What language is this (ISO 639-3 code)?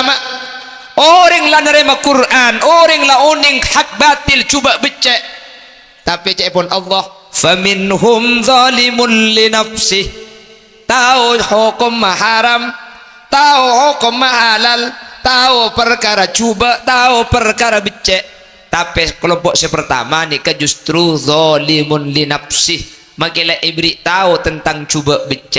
mad